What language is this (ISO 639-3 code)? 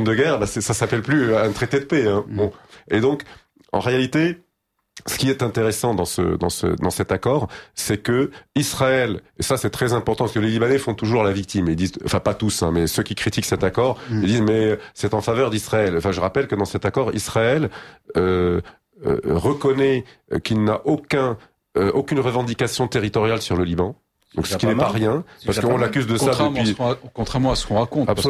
fra